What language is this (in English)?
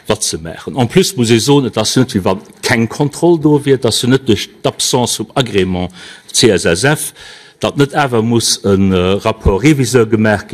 Luxembourgish